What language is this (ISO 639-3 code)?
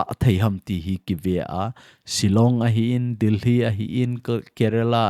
tcz